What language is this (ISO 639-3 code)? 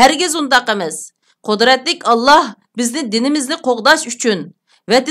uig